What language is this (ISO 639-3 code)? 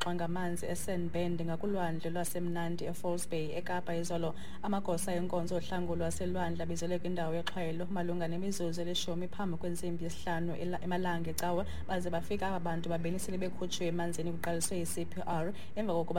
xho